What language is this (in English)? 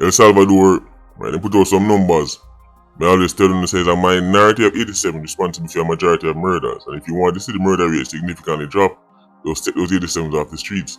Jamaican Creole English